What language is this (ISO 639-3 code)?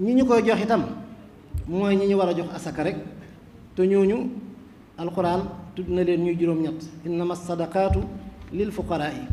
wol